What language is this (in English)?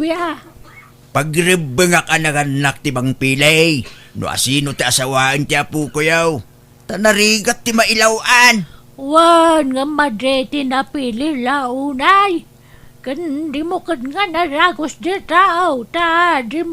Iloko